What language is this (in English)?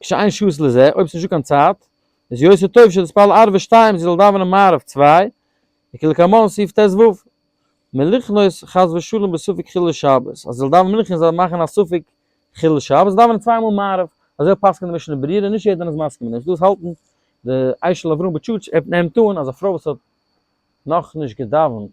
Yiddish